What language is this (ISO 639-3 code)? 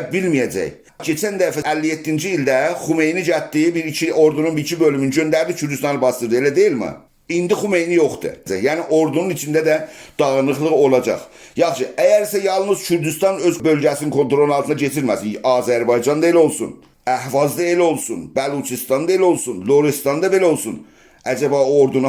azb